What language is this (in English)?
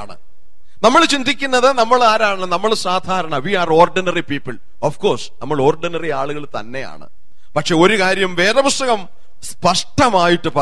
Malayalam